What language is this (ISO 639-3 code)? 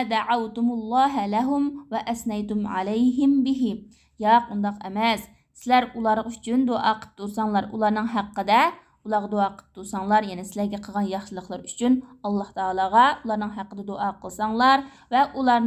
uig